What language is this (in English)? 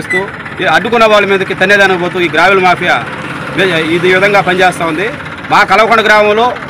Telugu